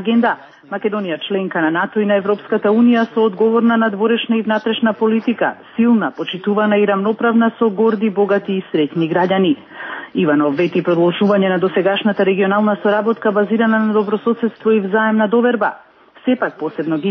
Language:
Macedonian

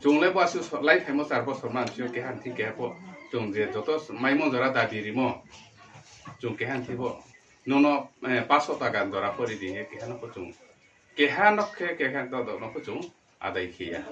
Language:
Riang (India)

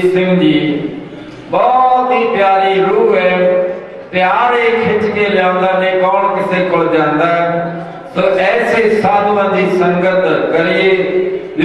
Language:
Punjabi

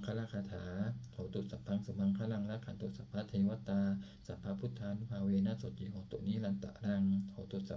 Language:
Pali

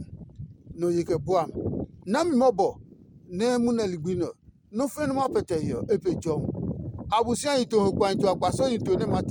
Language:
Adangme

